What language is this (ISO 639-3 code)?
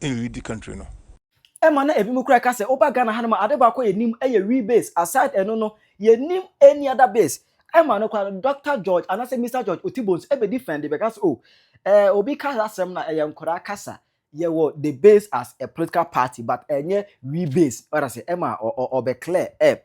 aka